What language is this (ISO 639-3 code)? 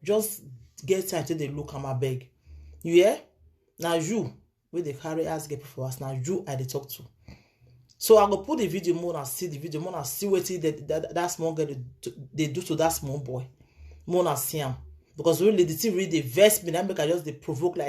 pcm